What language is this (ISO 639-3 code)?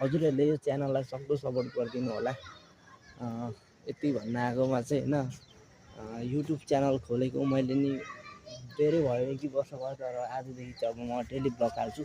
nep